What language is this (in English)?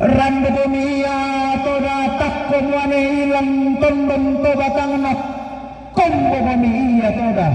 Toraja-Sa'dan